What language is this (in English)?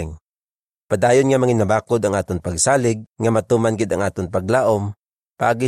Hiligaynon